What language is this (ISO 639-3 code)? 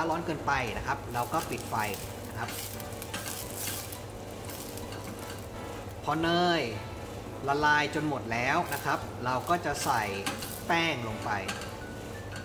tha